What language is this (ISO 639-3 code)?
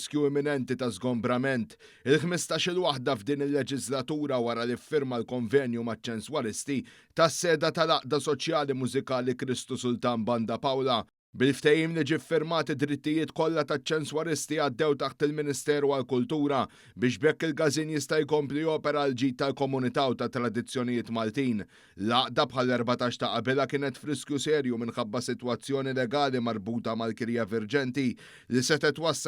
mlt